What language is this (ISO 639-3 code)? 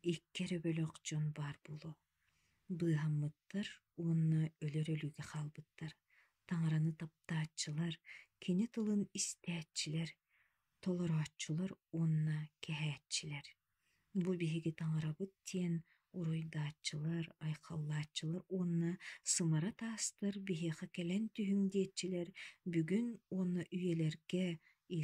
sah